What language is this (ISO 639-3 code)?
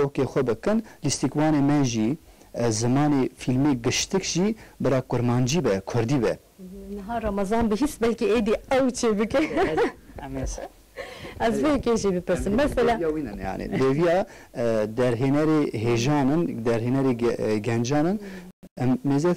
kur